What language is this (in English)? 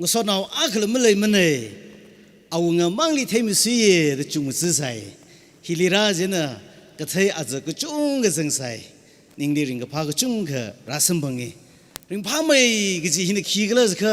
Tangkhul Naga (India)